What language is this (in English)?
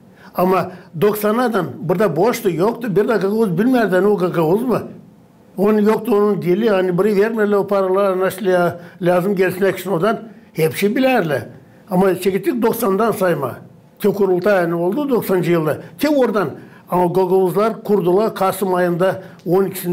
Gagauz